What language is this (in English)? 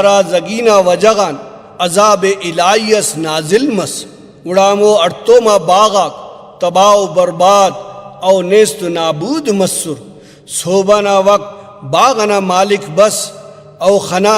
Brahui